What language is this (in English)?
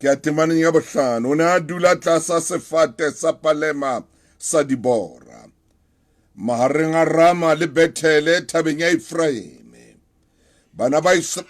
Southern Sotho